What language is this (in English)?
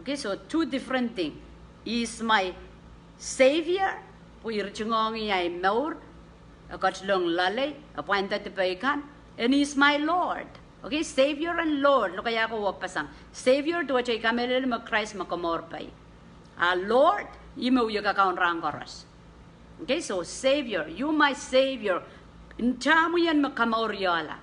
Pohnpeian